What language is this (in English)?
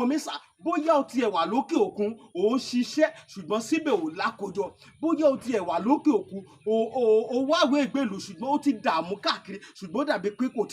Yoruba